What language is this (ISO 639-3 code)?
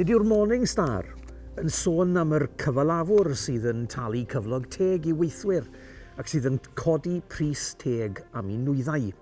cym